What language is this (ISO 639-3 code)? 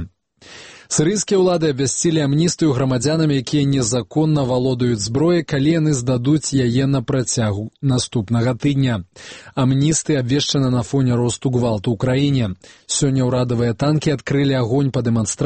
bel